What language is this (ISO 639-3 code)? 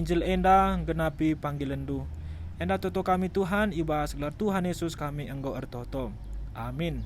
btx